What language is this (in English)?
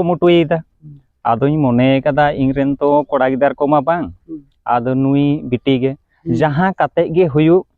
Santali